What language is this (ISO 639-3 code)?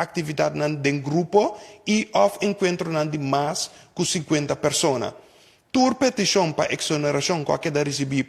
pap